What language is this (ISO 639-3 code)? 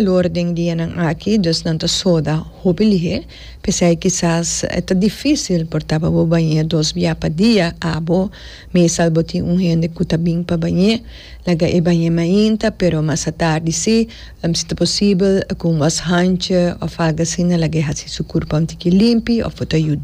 pap